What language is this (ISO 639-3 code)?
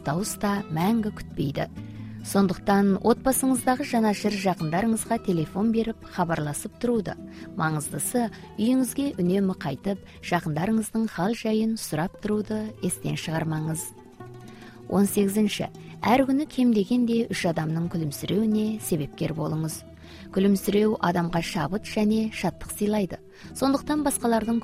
kaz